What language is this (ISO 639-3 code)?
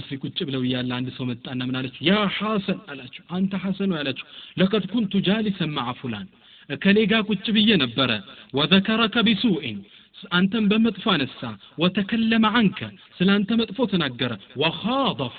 amh